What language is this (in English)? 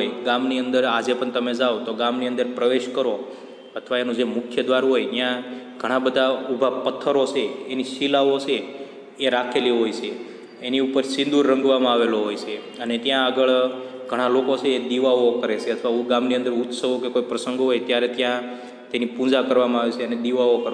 Gujarati